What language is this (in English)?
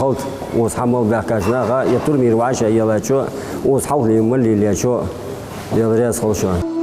Ingush